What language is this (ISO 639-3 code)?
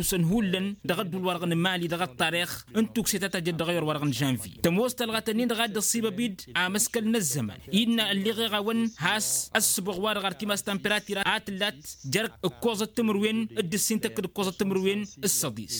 taq